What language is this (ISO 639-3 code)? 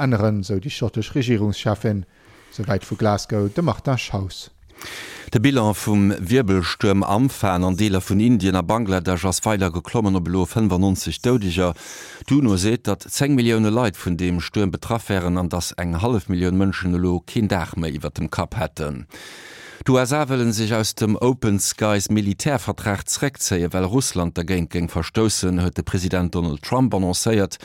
ltz